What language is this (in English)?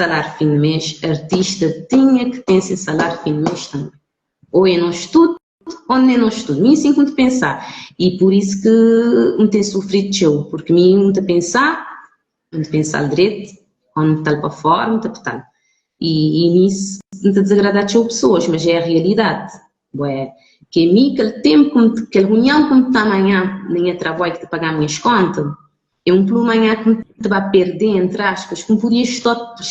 Kabuverdianu